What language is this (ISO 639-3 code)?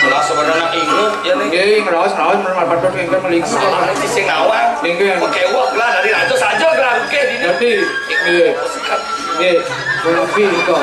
ban